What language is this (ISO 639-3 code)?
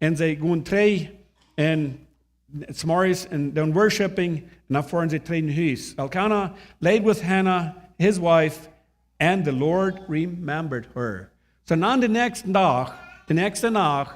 pdt